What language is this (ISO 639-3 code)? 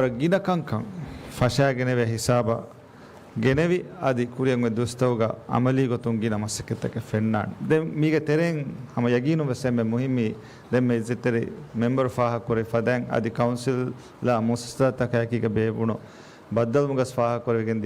div